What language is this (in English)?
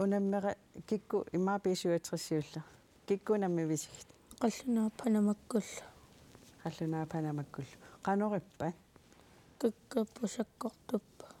Kalaallisut